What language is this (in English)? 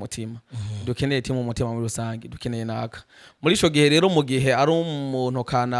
Rundi